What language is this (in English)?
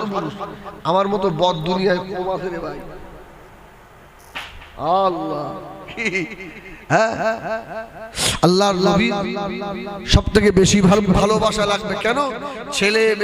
Bangla